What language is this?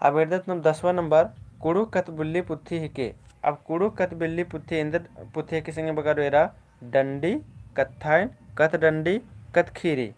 Kurukh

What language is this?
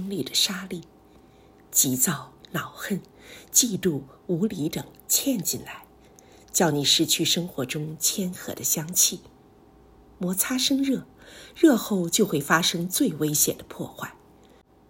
Chinese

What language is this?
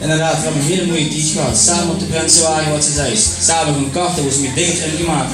Limburgish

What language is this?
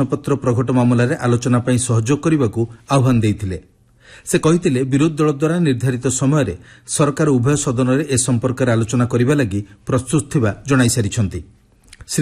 Odia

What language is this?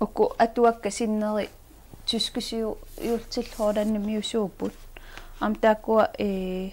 Kalaallisut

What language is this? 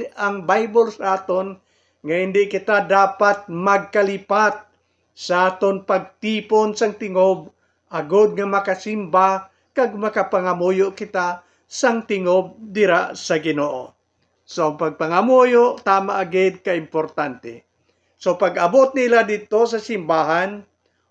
Hiligaynon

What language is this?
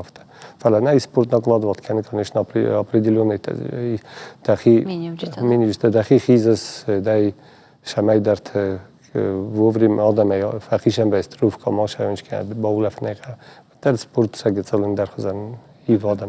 Ossetic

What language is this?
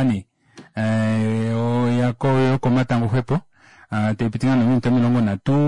Kuanyama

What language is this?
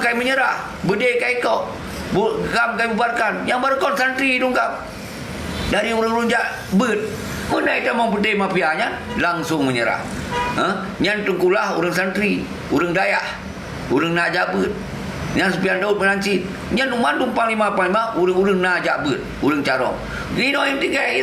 Achinese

